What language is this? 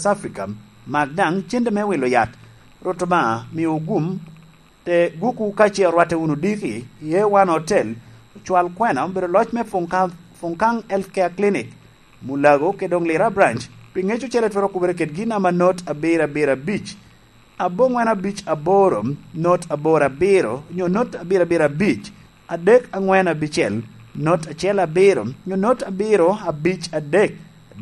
Lango (Uganda)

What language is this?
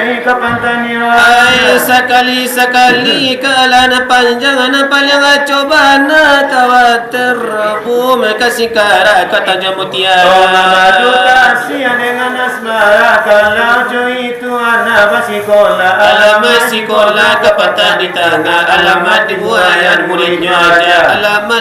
Minangkabau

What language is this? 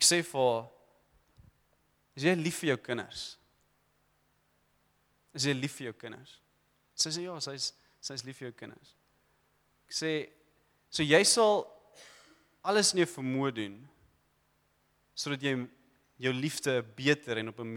Afrikaans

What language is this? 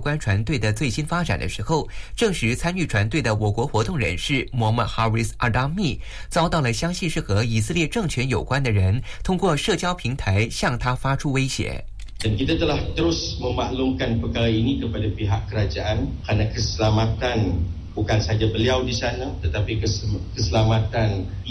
Chinese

